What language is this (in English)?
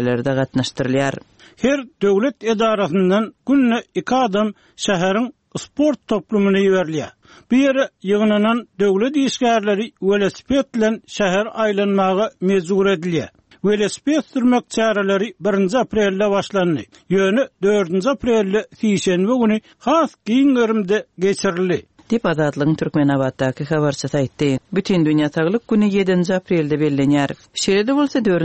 Turkmen